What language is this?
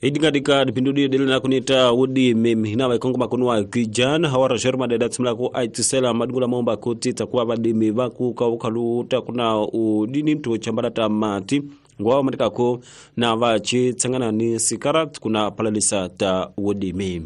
Tsonga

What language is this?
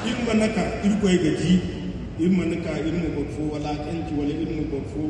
Zarma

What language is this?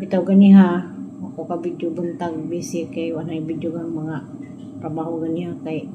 Cebuano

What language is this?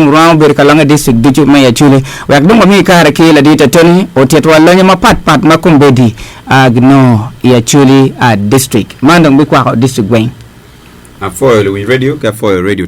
Acoli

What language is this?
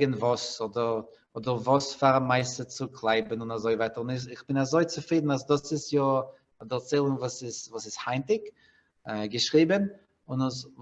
Yiddish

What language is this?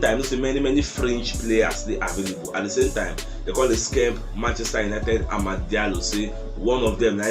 Nigerian Pidgin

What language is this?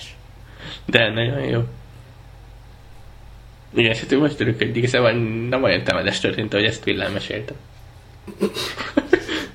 Hungarian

